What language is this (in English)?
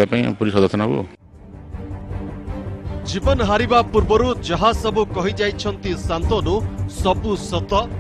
Odia